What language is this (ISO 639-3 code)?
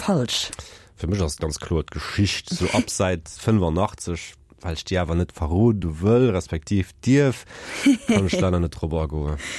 ltz